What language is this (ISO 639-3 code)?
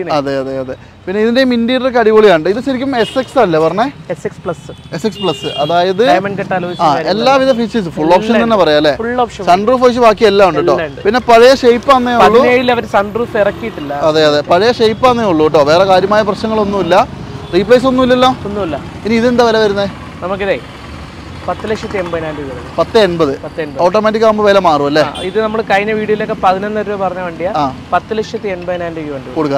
mal